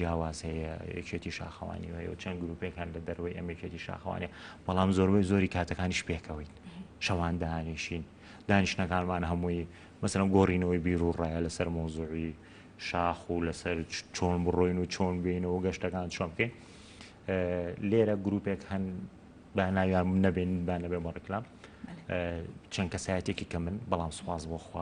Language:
Central Kurdish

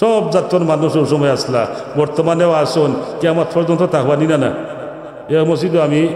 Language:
Sylheti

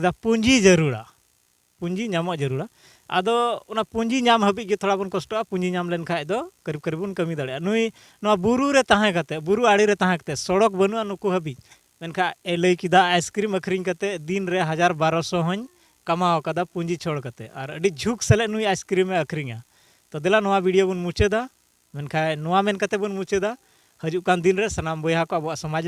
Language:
Santali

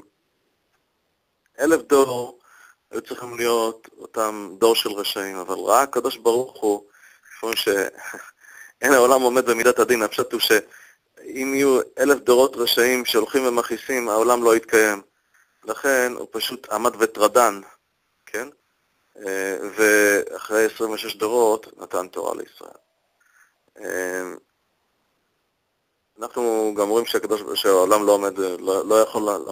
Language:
Hebrew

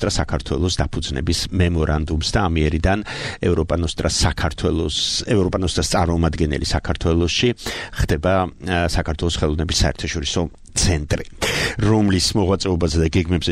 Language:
Georgian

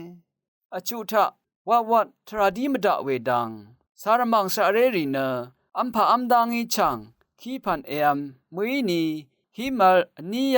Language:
Rawang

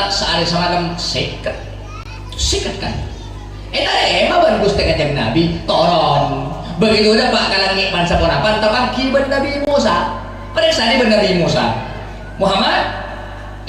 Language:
Madurese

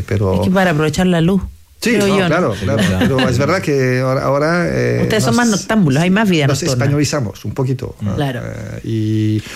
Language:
Spanish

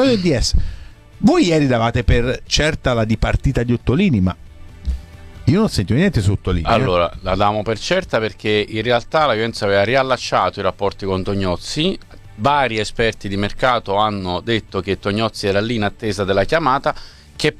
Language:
Italian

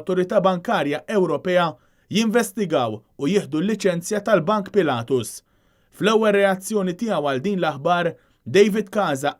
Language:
Maltese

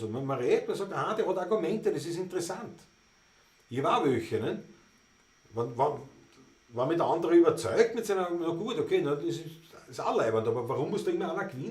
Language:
Bavarian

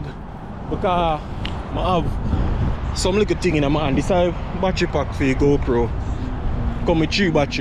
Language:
Jamaican Creole English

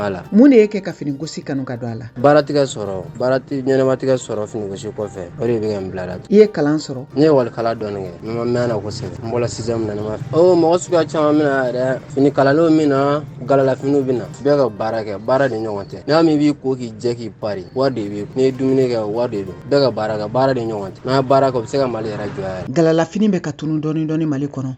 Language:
Bambara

